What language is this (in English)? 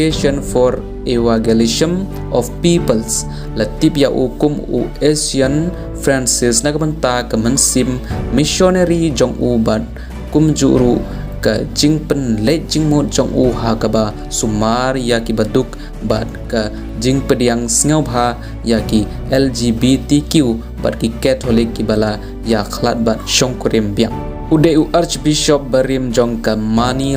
Khasi